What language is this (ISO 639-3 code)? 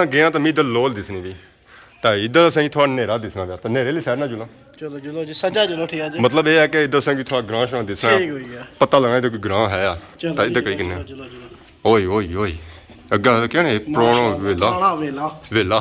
phr